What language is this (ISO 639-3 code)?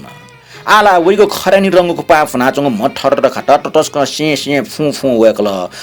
new